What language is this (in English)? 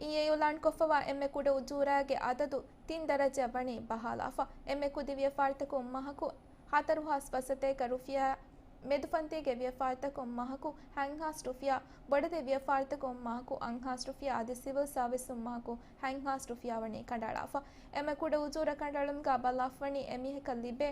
Divehi